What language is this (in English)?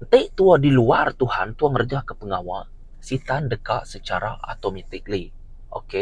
Iban